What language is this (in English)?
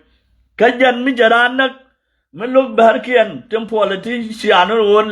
Nuer